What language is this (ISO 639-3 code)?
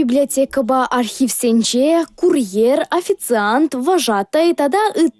chv